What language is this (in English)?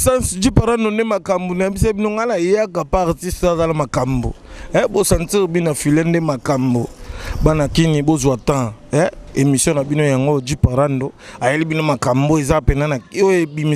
Lingala